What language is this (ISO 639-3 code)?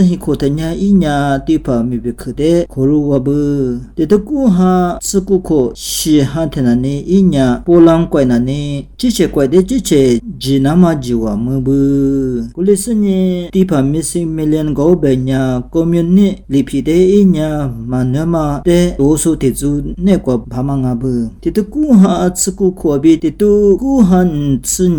lis